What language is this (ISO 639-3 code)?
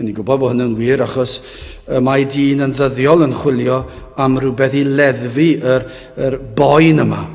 cym